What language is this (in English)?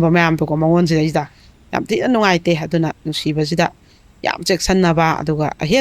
Manipuri